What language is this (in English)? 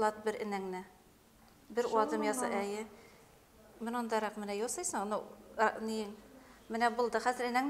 Bashkir